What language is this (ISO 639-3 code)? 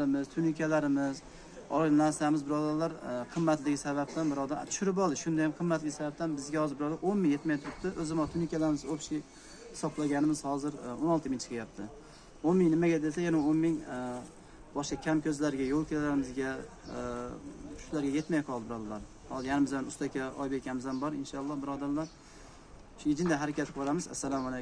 uzb